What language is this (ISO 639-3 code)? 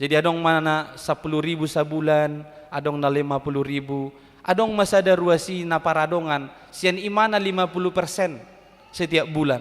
bbc